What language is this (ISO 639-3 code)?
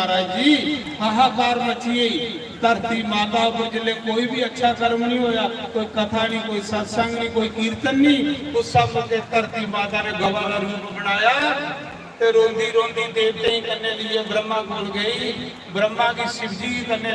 doi